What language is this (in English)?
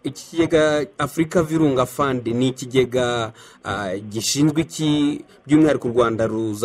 Kinyarwanda